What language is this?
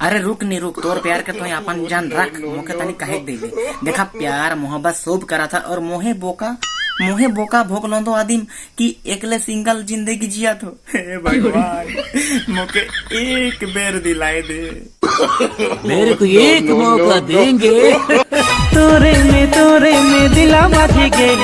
Sadri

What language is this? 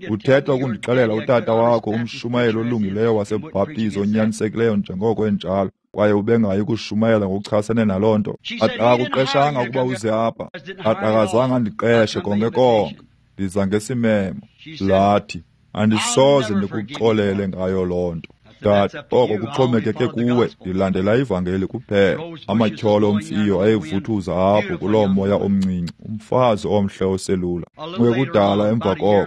Xhosa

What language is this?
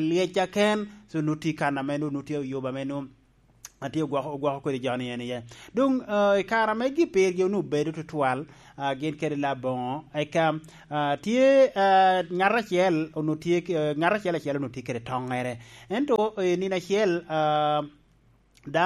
Lango (Uganda)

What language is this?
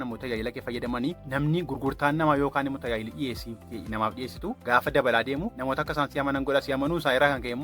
Oromo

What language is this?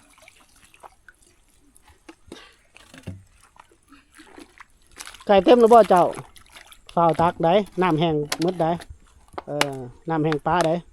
Lao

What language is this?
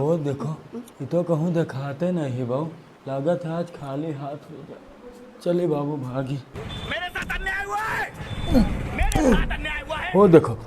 Awadhi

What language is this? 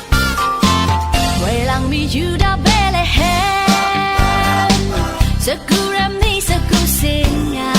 Kachin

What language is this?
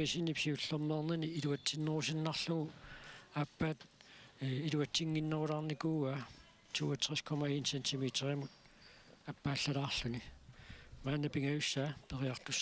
Kalaallisut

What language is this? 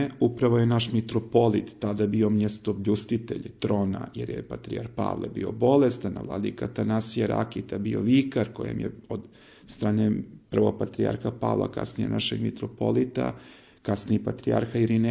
Serbian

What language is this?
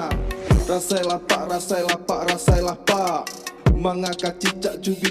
Minangkabau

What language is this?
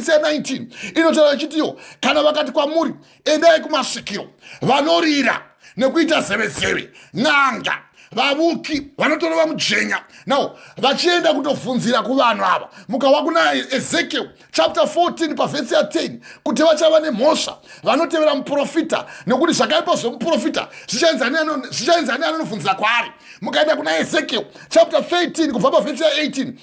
Shona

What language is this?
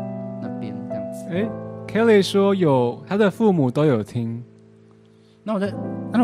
Chinese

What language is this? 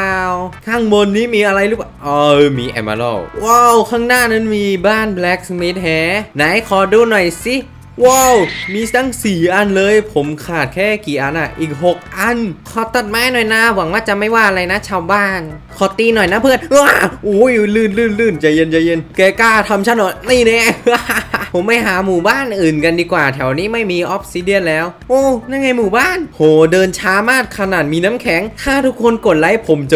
Thai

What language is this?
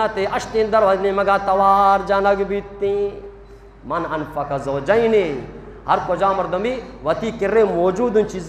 Eastern Balochi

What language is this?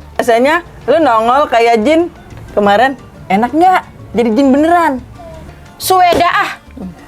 Betawi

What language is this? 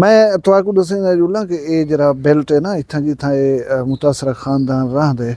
Saraiki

